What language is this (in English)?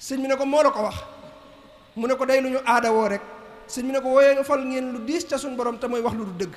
Wolof